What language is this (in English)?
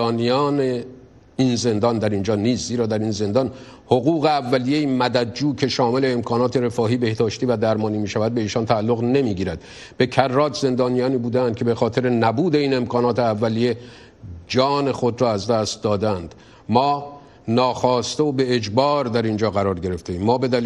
Persian